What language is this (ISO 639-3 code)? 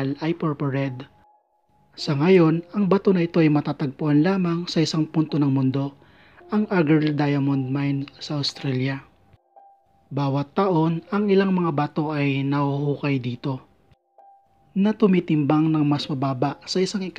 fil